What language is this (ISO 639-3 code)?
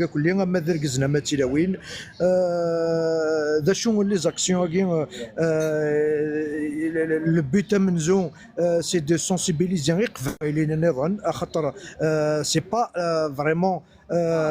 kab